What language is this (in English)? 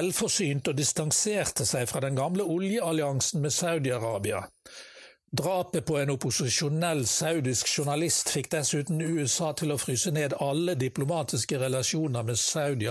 Norwegian